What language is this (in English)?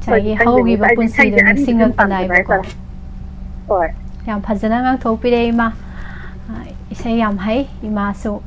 Manipuri